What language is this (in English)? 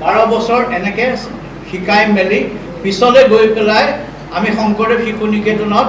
Assamese